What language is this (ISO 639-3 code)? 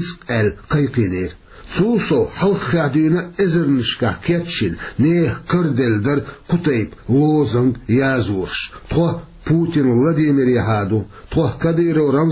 che